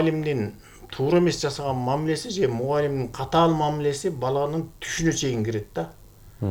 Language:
Kyrgyz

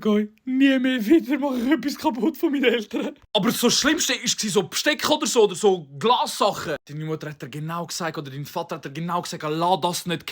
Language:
Swiss German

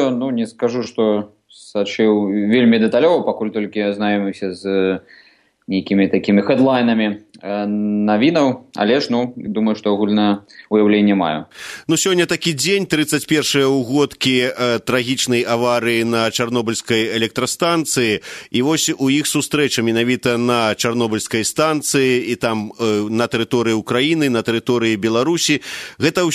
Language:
Belarusian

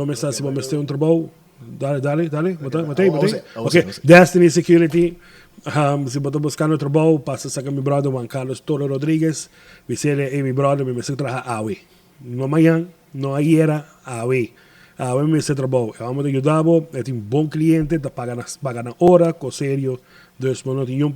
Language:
Papiamento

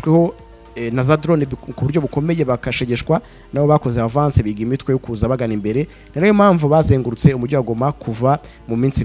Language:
Kinyarwanda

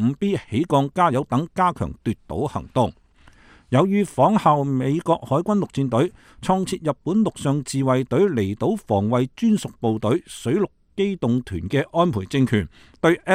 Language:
Cantonese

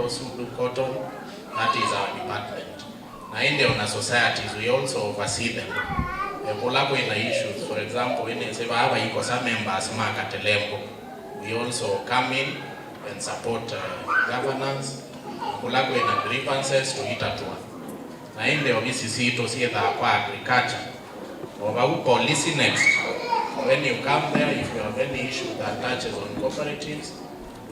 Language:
Kamba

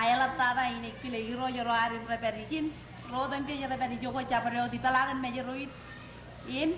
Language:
Marshallese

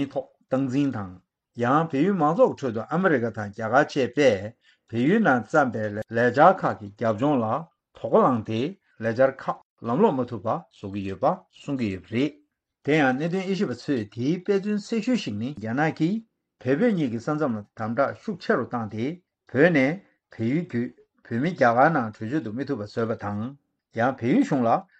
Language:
Tibetan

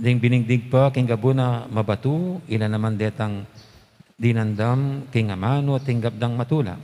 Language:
Pampanga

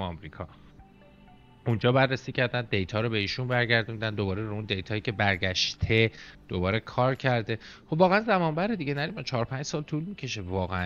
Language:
Persian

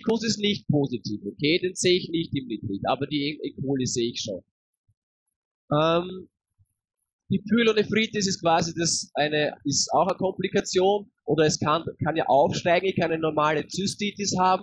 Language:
German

